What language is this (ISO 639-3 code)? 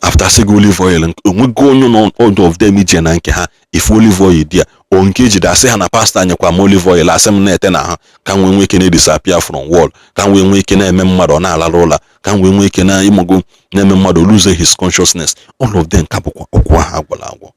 ibo